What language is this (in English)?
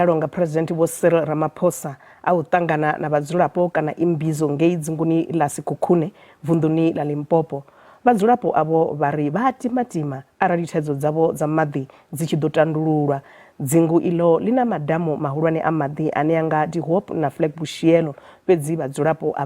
Venda